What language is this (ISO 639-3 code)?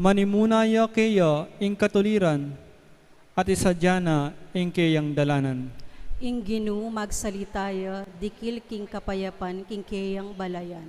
pam